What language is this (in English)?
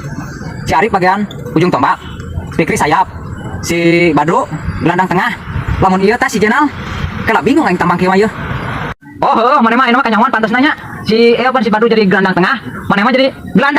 Sundanese